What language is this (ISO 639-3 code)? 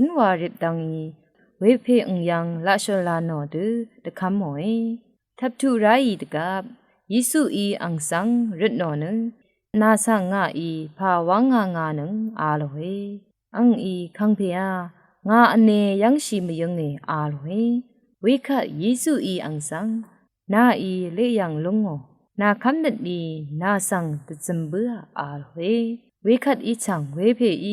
raw